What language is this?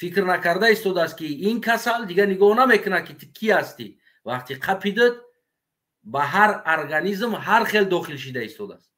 Tajik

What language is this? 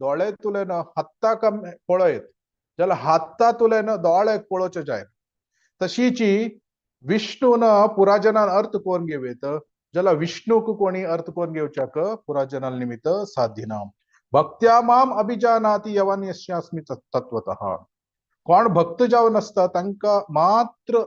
Konkani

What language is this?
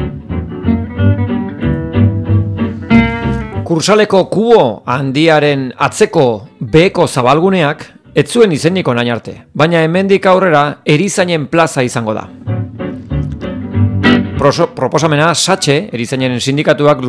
Basque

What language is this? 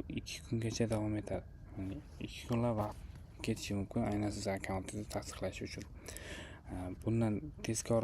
Uzbek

